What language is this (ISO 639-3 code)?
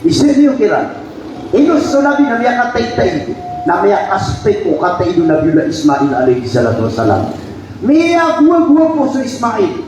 mrw